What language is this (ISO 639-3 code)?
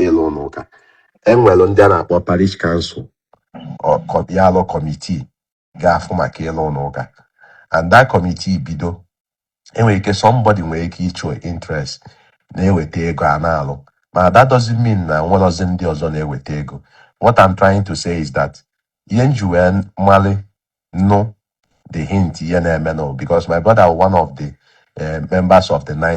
ibo